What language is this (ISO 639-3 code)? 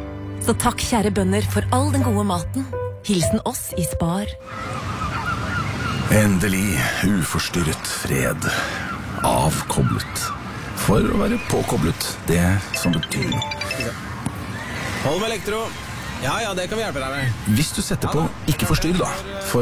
nor